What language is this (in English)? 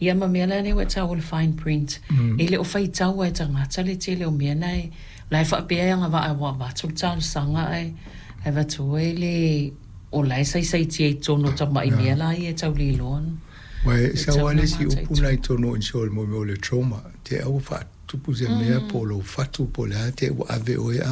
Samoan